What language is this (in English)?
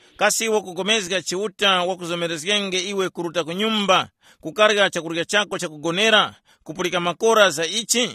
Tumbuka